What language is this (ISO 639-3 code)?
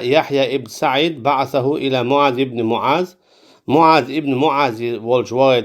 che